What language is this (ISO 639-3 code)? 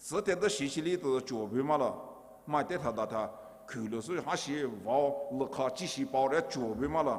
pmx